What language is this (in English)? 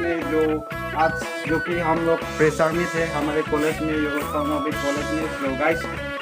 Karbi